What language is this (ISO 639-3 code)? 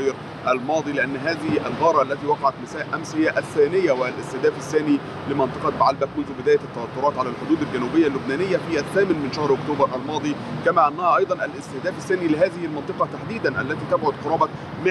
ara